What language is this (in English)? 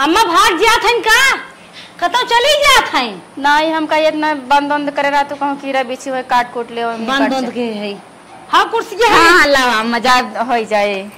Awadhi